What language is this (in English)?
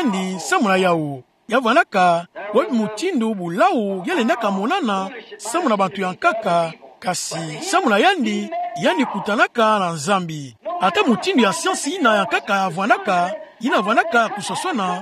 Kituba (Democratic Republic of Congo)